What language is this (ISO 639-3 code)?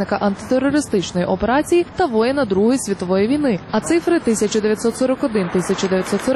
ukr